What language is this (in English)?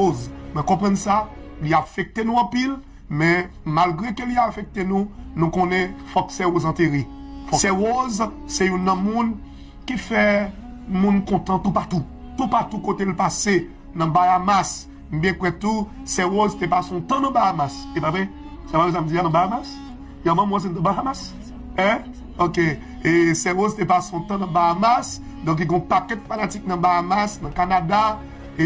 Haitian Creole